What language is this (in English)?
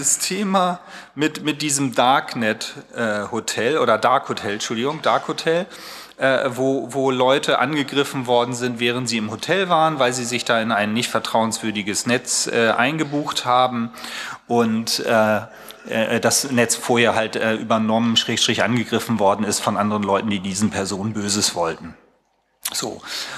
German